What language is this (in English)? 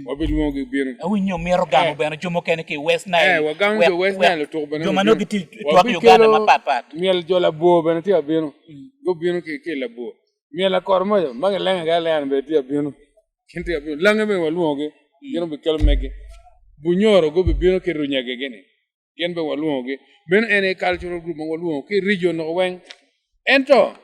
Acoli